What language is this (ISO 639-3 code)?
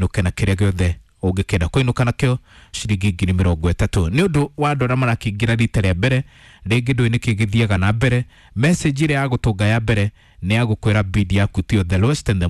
kik